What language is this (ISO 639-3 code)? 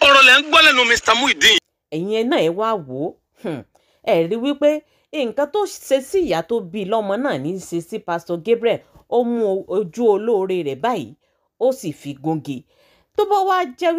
yor